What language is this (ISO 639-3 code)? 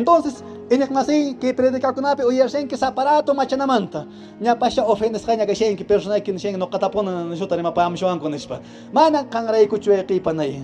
que